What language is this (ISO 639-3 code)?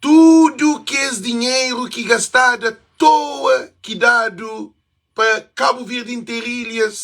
kea